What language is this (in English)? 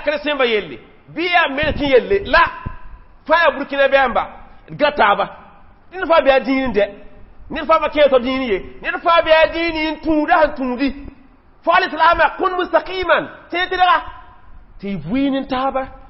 Mossi